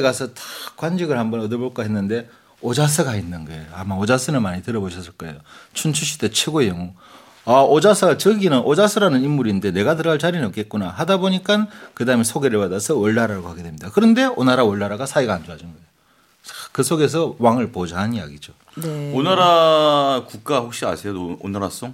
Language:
Korean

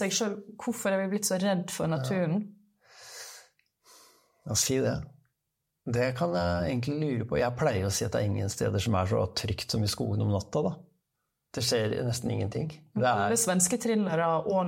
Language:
Norwegian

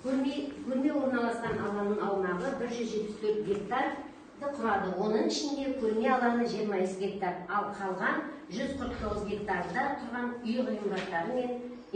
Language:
Kazakh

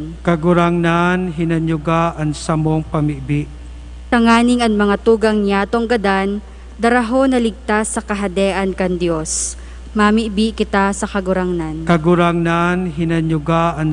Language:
Bikol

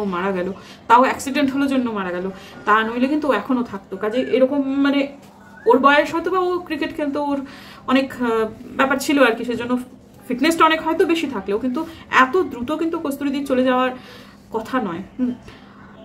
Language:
Bangla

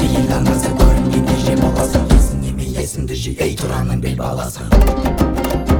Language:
Kazakh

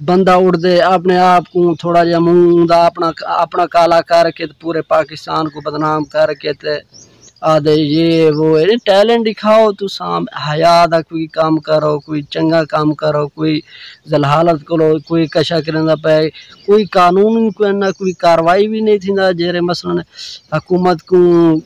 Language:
Saraiki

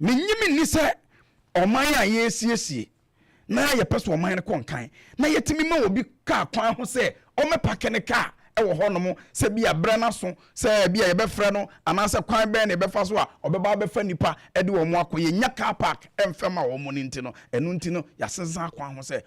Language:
Akan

